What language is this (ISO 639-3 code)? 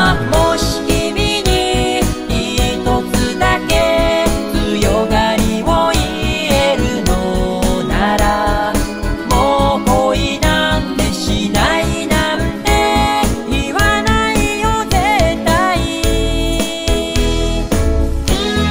jpn